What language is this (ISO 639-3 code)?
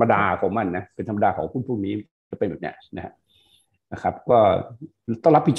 tha